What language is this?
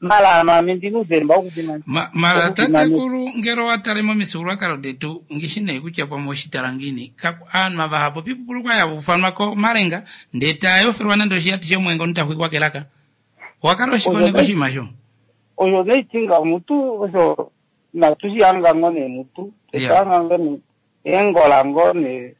Kuanyama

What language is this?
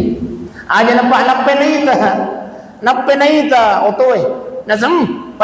Buginese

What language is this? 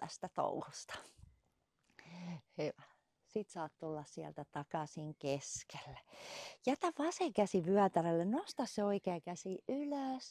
Finnish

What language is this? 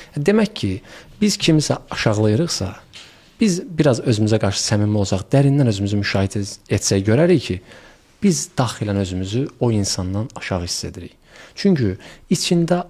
Azerbaijani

